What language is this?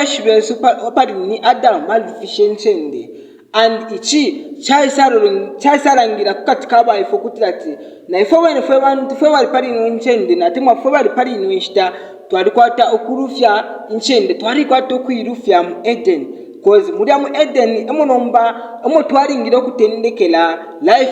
Bemba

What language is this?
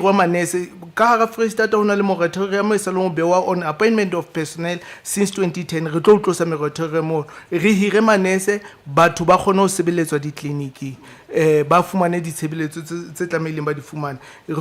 Southern Sotho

